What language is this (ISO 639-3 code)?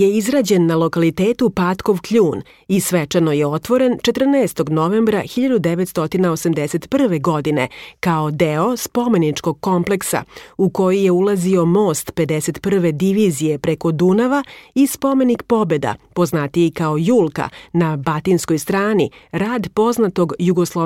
srp